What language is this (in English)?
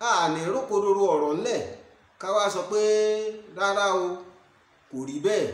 Yoruba